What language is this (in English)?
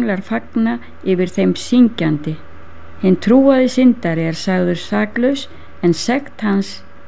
Icelandic